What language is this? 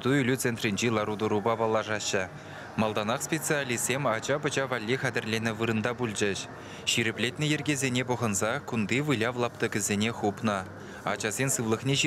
Chuvash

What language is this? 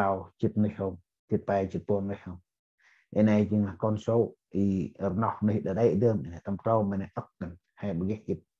Central Mnong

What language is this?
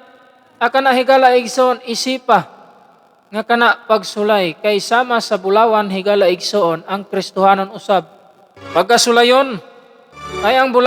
Cebuano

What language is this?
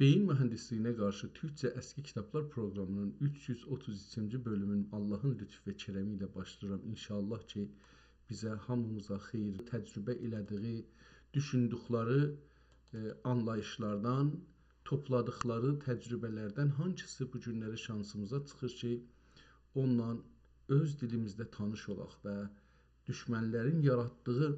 South Azerbaijani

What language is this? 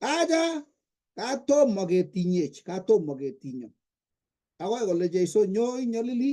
Kalenjin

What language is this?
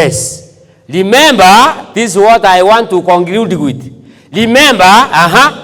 Gusii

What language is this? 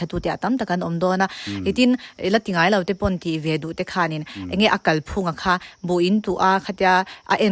Mizo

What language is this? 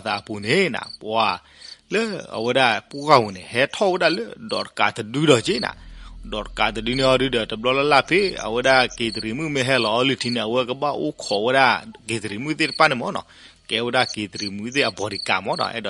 S'gaw Karen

